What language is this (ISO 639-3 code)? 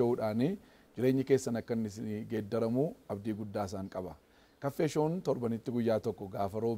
orm